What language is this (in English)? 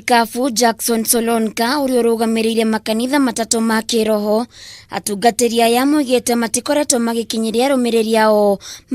Kikuyu